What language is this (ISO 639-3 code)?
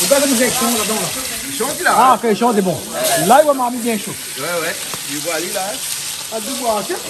rcf